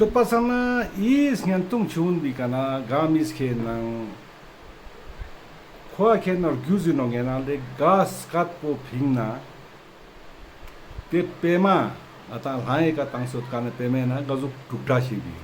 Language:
Ladakhi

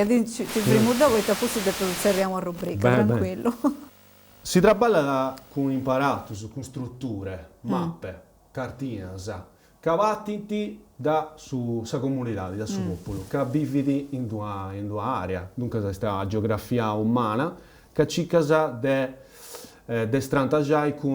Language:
Sardinian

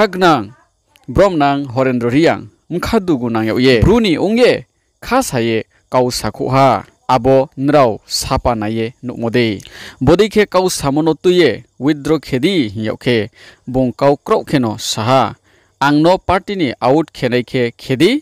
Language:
Riang (India)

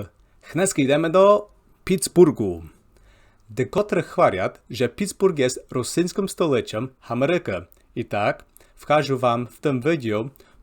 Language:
Rusyn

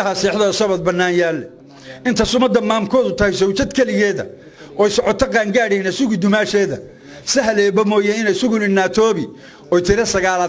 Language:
Somali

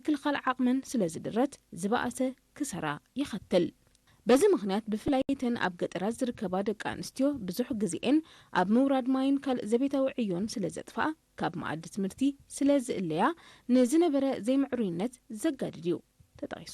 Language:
Tigrinya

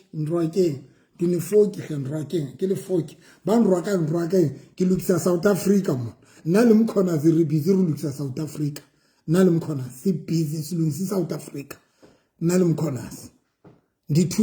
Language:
Southern Sotho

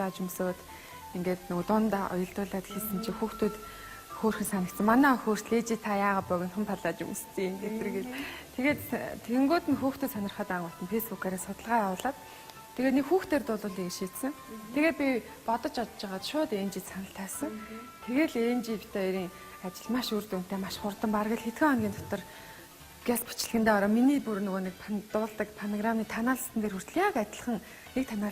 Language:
Mongolian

